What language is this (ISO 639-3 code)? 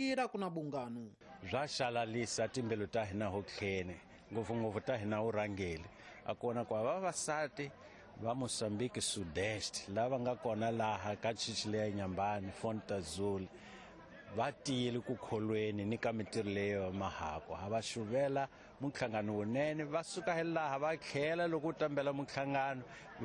tso